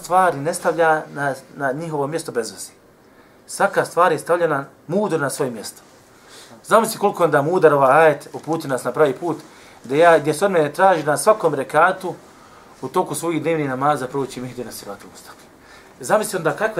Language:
Bosnian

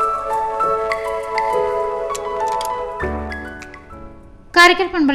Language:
Tamil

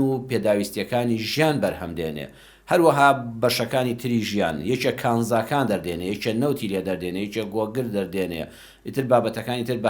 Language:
Central Kurdish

